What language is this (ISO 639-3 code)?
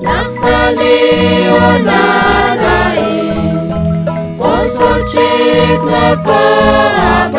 kek